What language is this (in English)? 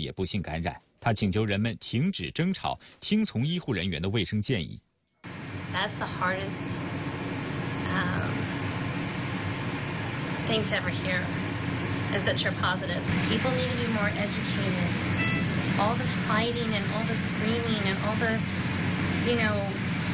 Chinese